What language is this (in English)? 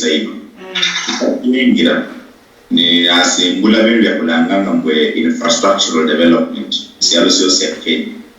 Luyia